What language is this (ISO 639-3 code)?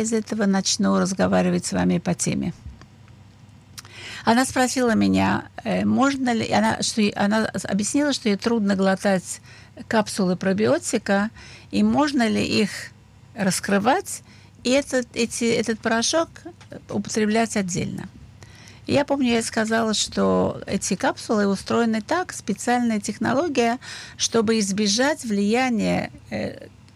rus